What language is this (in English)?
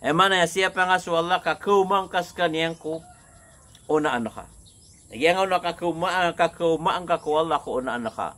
Maranao